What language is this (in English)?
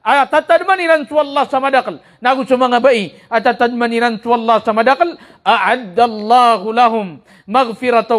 Maranao